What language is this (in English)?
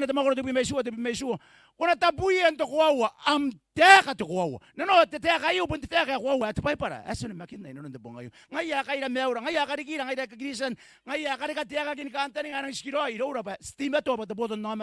Gilbertese